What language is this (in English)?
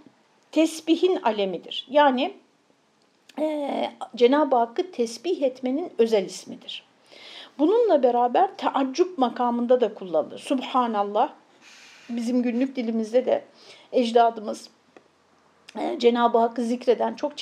Turkish